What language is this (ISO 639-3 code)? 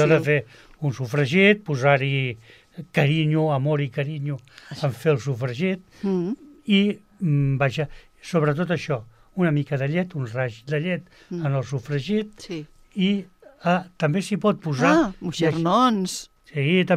cat